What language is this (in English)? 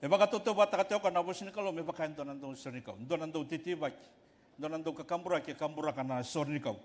Fijian